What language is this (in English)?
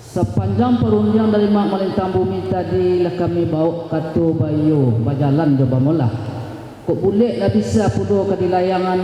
Minangkabau